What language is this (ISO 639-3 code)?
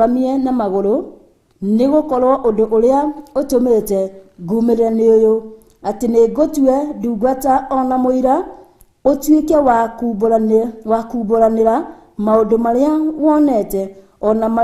kik